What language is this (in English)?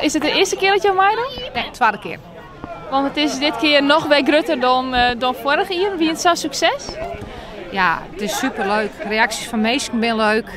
Western Frisian